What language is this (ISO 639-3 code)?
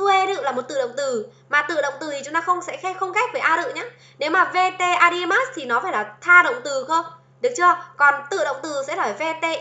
vie